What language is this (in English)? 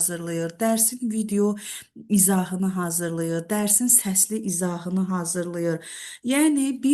Azerbaijani